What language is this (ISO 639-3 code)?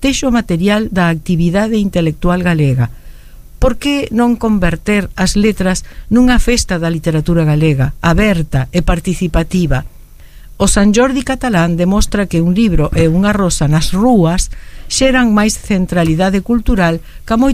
glg